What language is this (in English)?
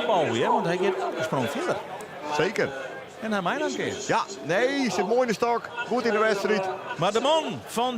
Western Frisian